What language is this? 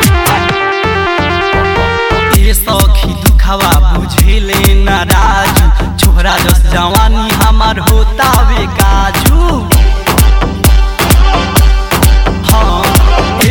Bhojpuri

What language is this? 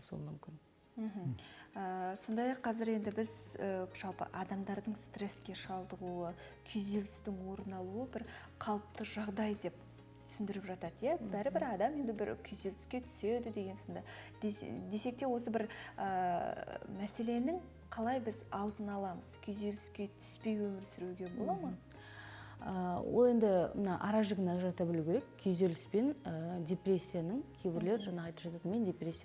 Kazakh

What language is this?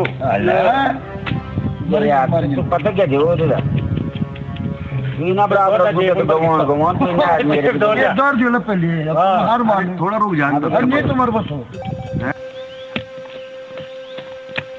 Hindi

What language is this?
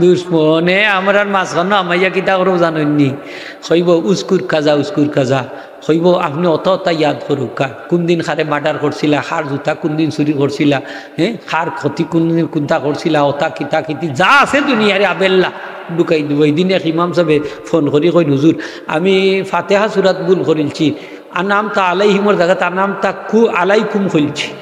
Sylheti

